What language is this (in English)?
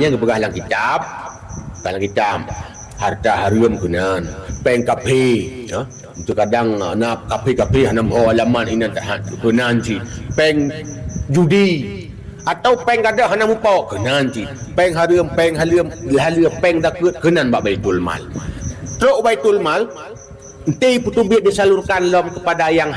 Achinese